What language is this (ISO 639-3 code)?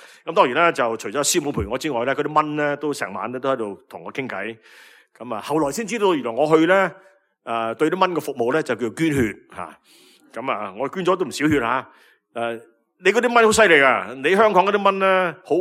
yue